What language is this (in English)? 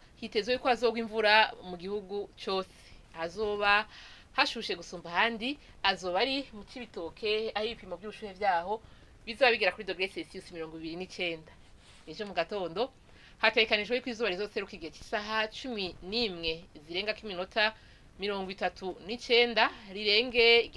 Rundi